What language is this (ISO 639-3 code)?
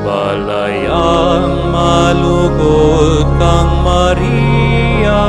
pam